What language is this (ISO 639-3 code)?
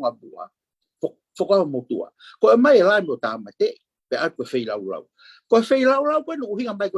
ton